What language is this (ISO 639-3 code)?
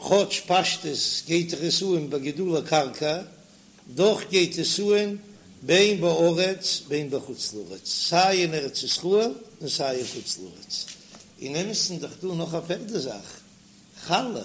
yid